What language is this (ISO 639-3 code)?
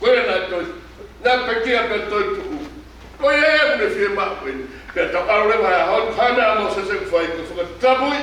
ton